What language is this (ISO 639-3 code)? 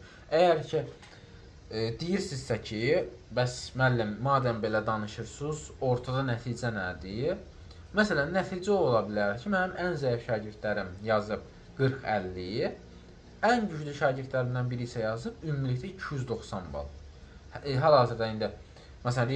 aze